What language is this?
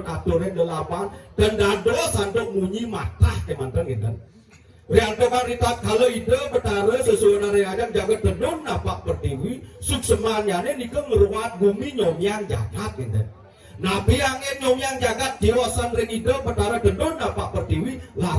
Balinese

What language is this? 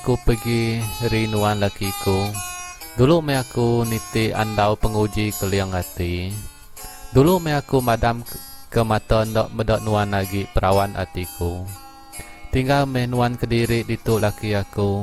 Iban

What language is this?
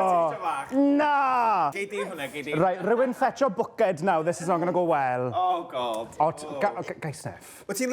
Welsh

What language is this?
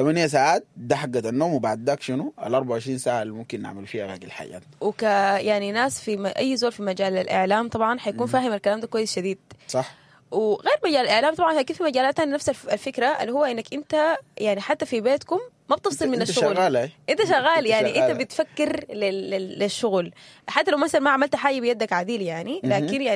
Sudanese Arabic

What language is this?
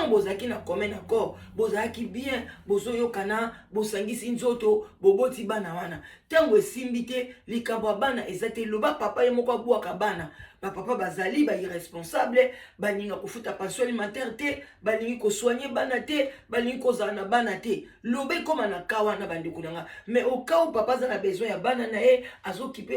Lingala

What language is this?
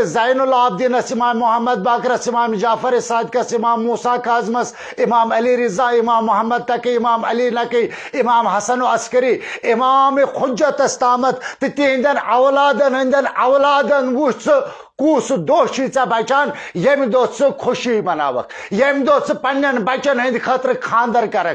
Kashmiri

